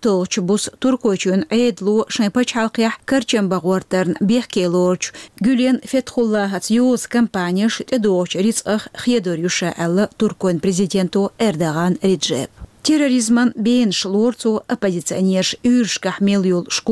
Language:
Chechen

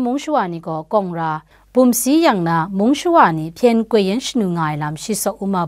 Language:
Kachin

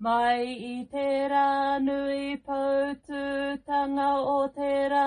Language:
Māori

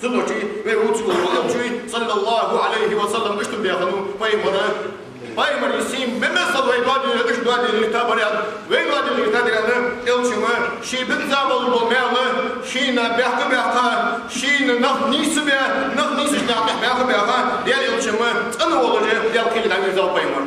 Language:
Ingush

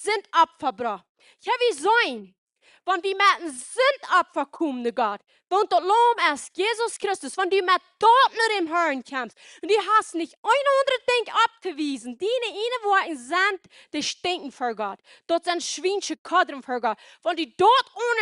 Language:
Plautdietsch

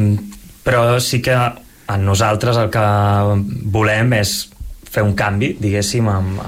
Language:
Catalan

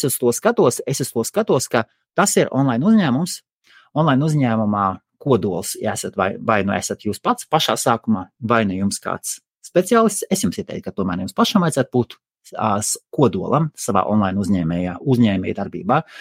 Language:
Latvian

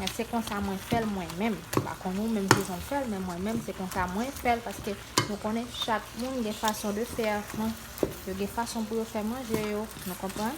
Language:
Haitian Creole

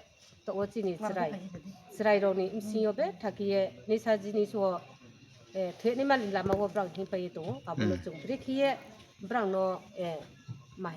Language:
Riang (India)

